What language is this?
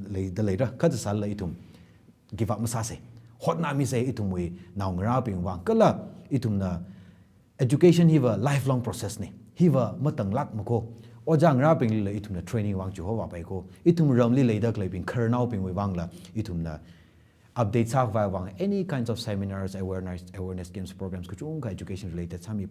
Tangkhul Naga (India)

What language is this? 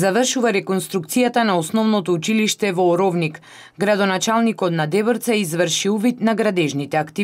Macedonian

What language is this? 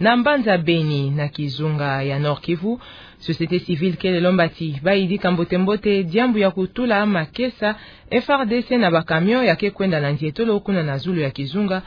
Kituba (Democratic Republic of Congo)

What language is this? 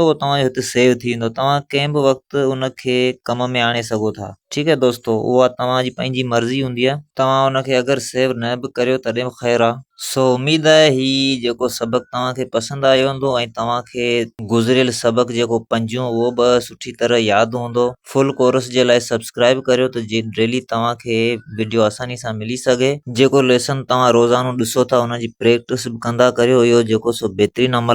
Sindhi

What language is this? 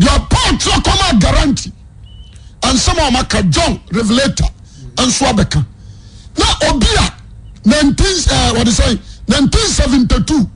Akan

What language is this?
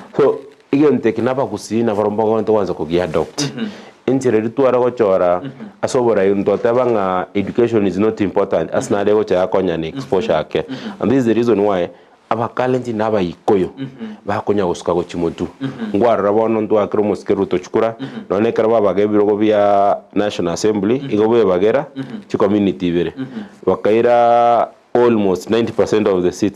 Gusii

